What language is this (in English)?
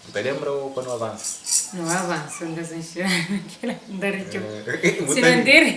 Kabuverdianu